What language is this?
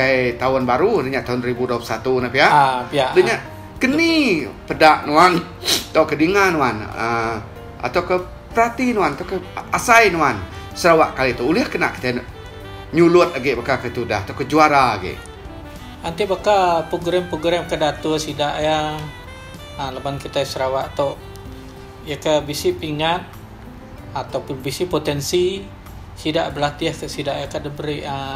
Iban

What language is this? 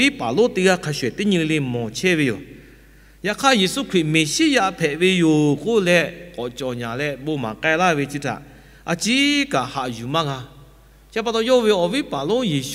Lahu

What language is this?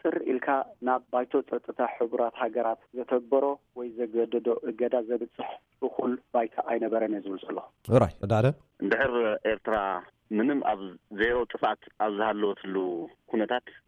Tigrinya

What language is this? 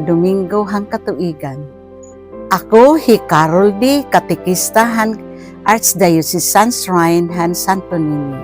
Waray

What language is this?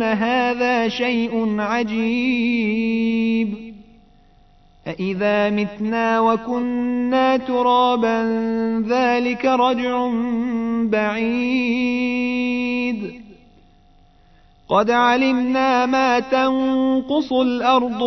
Arabic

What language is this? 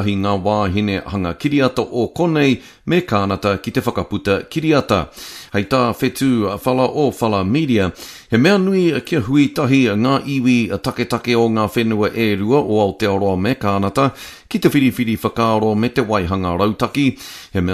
Māori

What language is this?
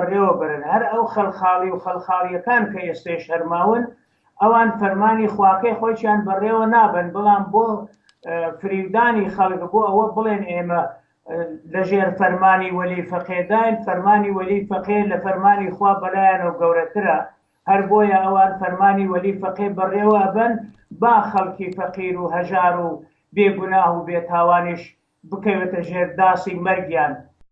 Central Kurdish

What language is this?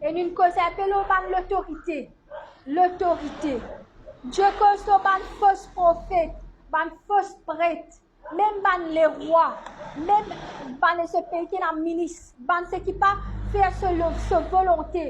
Morisyen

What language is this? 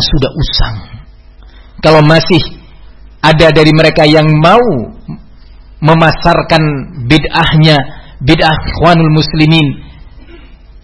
Indonesian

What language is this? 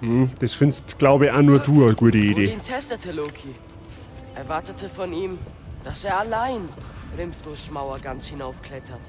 Bavarian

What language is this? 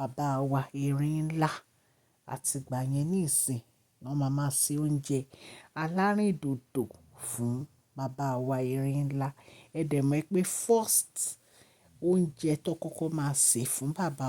Yoruba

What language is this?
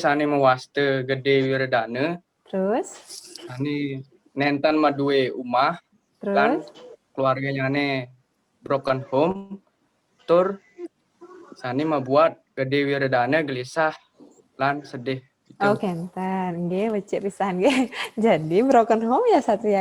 Balinese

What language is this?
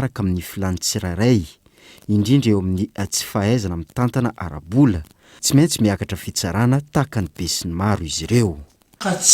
Malagasy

